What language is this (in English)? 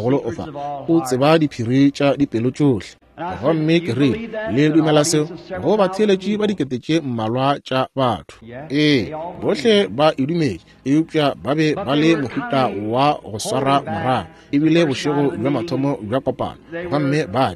Northern Sotho